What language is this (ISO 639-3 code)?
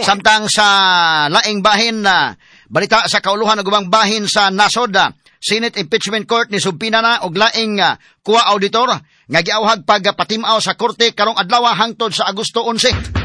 ceb